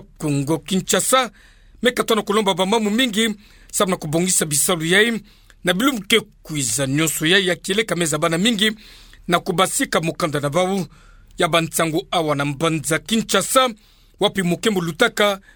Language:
Kituba (Democratic Republic of Congo)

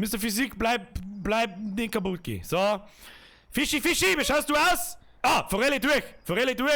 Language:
Bavarian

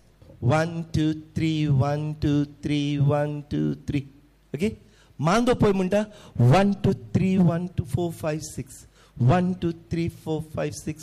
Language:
Konkani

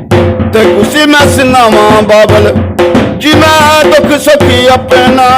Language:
Dogri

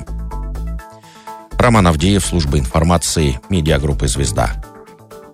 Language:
Russian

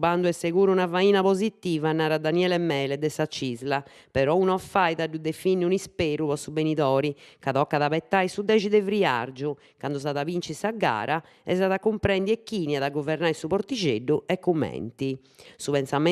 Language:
Sardinian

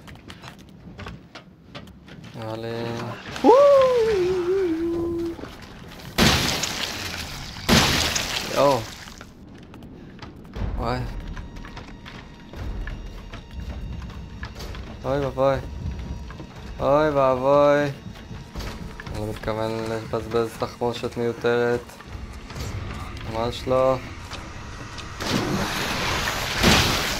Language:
Hebrew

